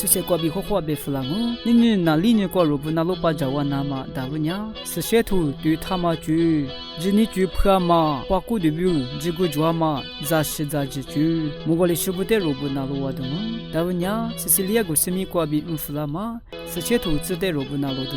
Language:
Lisu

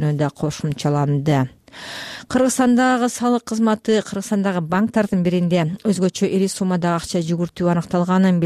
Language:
Kyrgyz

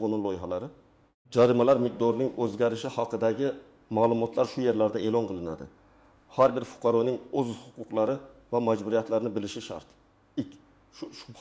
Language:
Uzbek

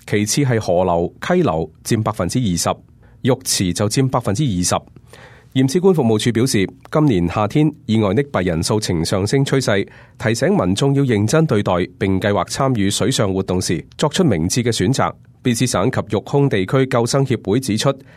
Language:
Cantonese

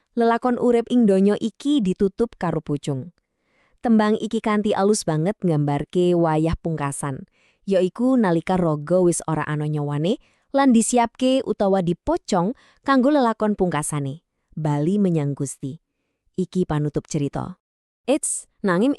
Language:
Javanese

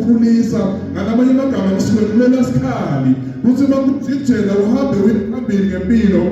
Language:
Zulu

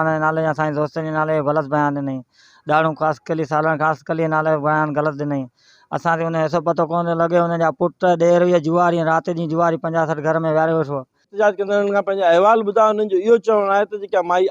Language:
Sindhi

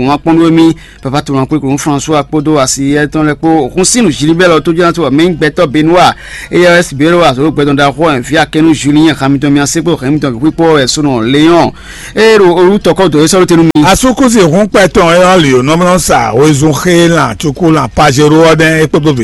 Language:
Fon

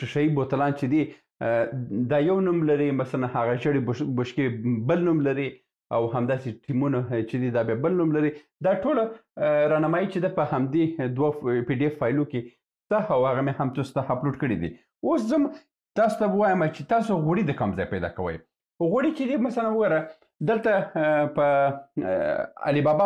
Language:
Pashto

